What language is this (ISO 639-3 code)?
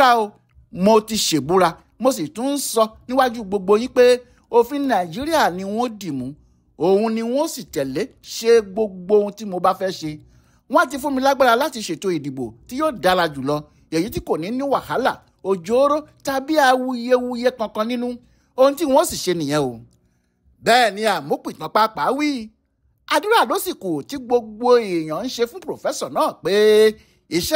yor